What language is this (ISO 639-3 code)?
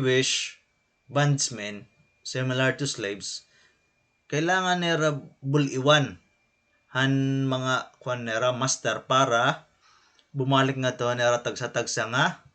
war